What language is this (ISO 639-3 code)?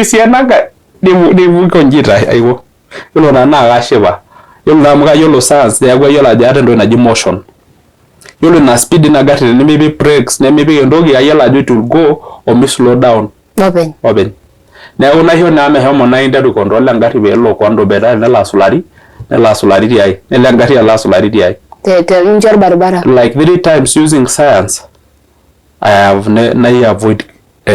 mas